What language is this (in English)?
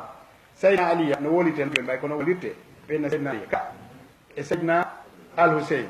Fula